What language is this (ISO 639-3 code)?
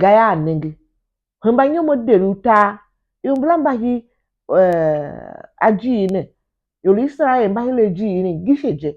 tiv